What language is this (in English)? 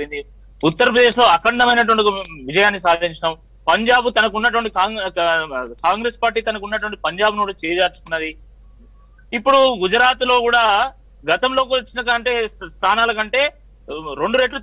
Telugu